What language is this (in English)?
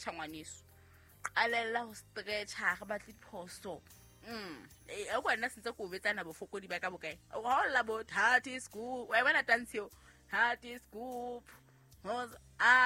Southern Sotho